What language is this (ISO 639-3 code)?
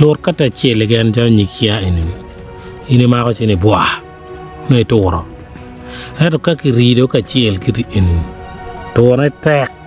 ach